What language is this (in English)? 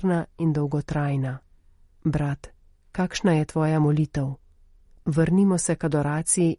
Slovenian